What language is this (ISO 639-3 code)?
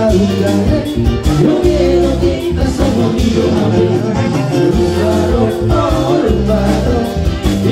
bbc